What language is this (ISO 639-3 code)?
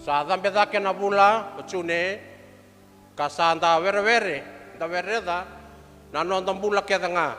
fij